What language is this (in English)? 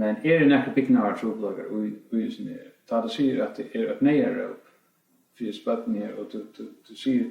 Faroese